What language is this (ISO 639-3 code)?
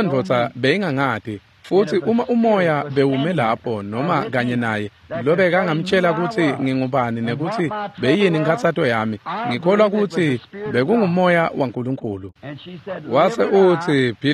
ssw